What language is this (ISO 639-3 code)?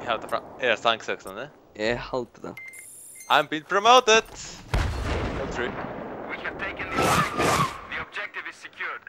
fao